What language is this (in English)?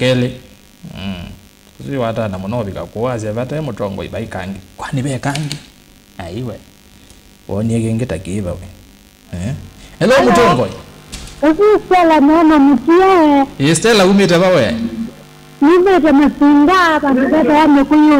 Kamba